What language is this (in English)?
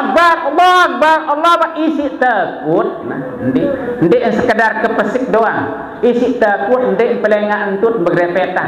Sasak